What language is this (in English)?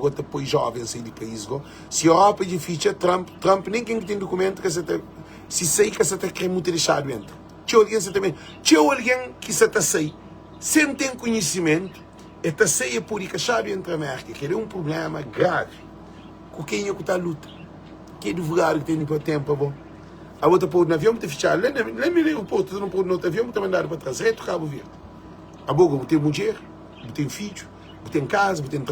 Kabuverdianu